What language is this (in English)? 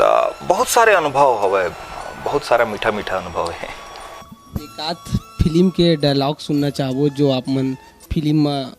Chhattisgarhi